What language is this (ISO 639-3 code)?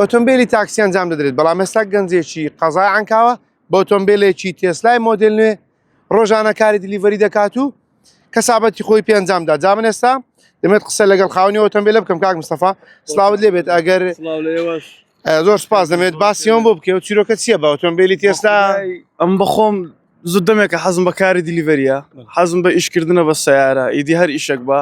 ckb